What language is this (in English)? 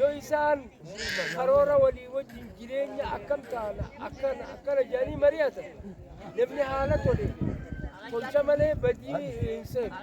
Oromo